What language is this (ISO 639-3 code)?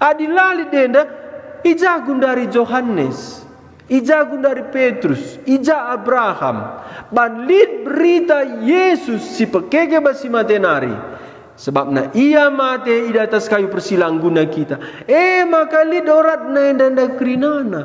btx